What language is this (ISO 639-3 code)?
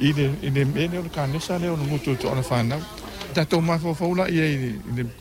smo